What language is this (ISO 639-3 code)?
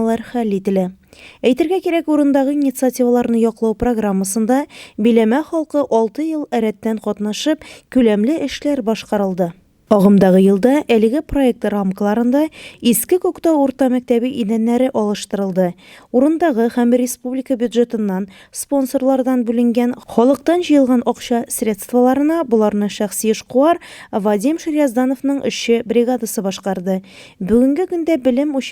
tat